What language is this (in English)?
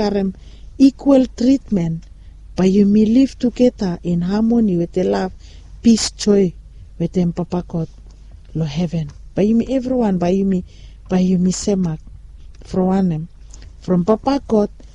Bislama